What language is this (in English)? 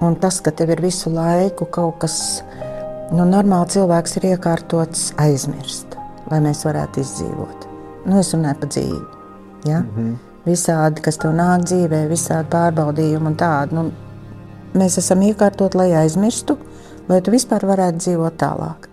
Latvian